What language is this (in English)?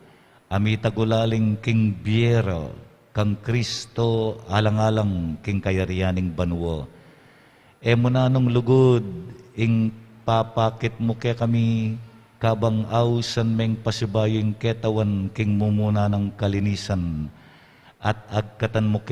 Pampanga